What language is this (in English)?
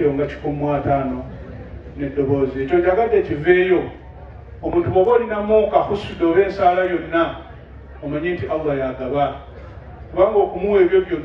Ganda